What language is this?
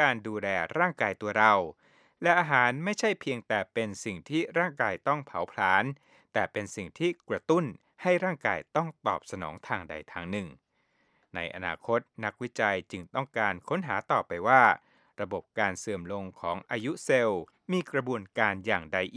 Thai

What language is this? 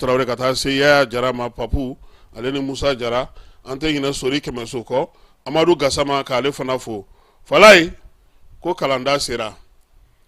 Bambara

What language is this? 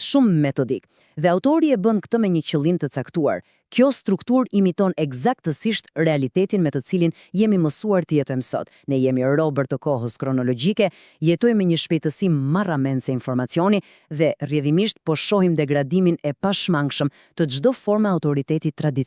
Albanian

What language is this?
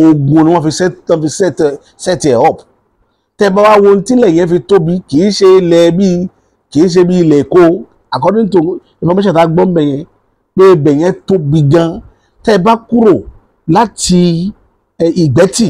Yoruba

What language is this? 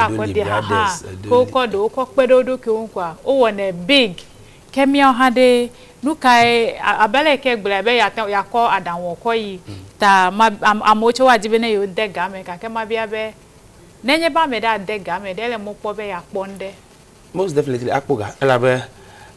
Ewe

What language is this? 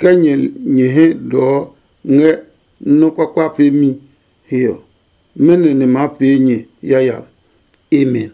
Adangme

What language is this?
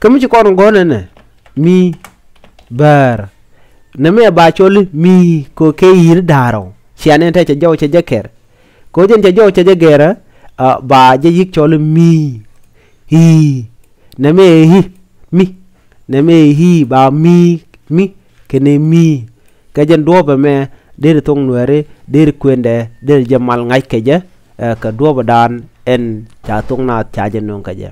Nuer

